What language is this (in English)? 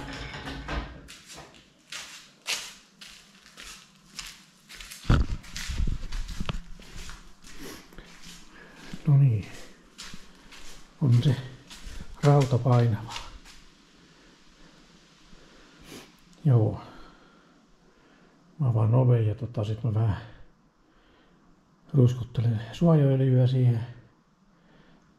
Finnish